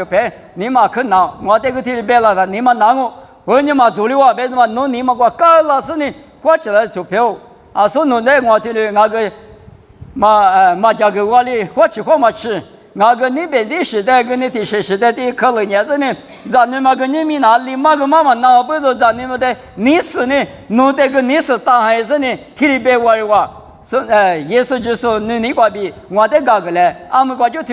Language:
Lisu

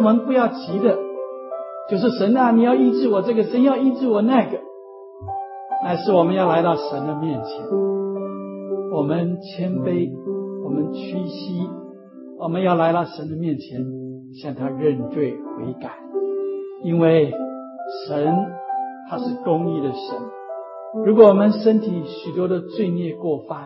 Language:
Chinese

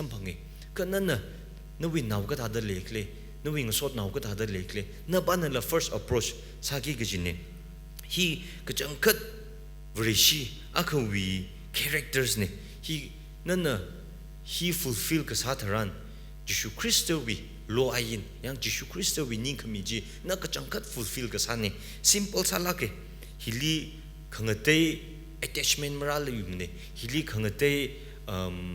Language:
Tangkhul Naga (India)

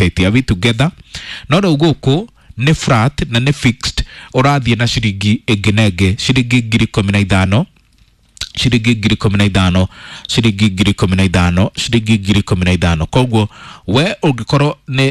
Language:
Kikuyu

